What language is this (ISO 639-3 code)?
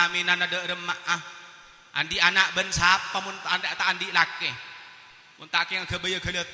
mad